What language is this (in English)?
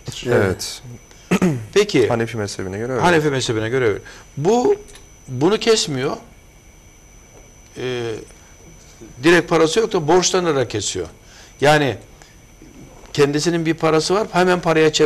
Turkish